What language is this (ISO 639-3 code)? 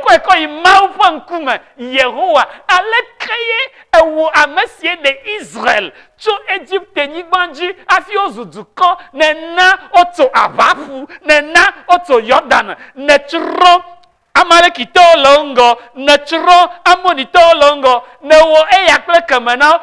ewe